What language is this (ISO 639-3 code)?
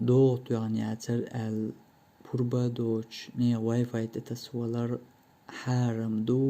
che